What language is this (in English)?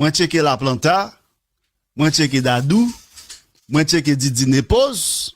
Haitian Creole